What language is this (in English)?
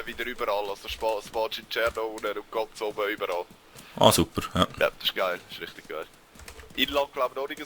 Swiss German